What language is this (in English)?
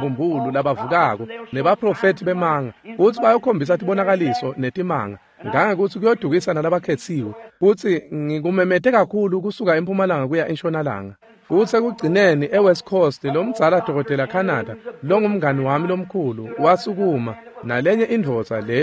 Swati